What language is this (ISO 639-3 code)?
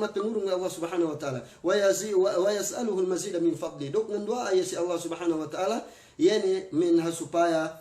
yka